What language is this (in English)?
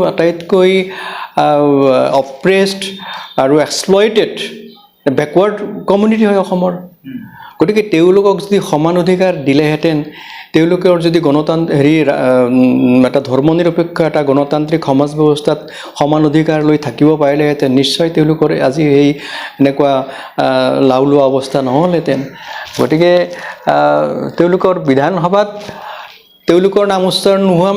Assamese